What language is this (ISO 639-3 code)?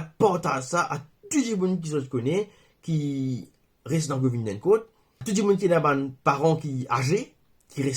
mfe